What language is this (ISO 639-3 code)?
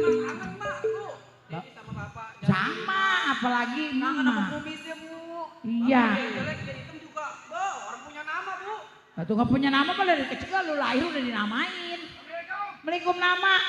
bew